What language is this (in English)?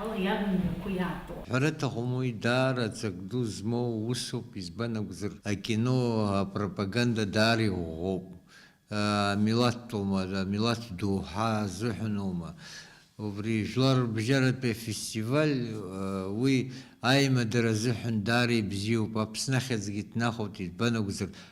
Abkhazian